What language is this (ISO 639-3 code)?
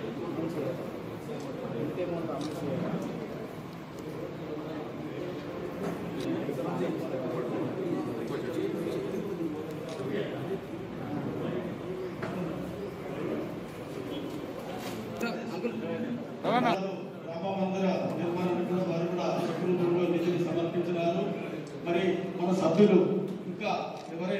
tel